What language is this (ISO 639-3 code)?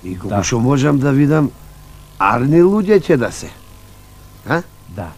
mkd